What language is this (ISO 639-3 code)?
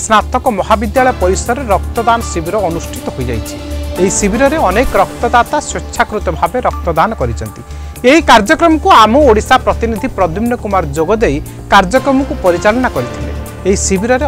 ori